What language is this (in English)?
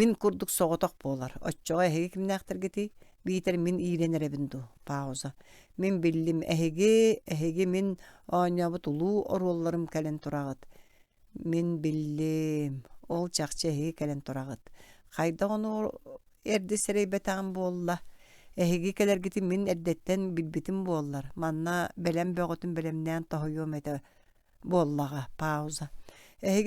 Yakut